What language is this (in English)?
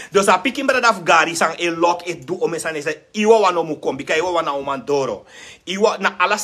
Sranan Tongo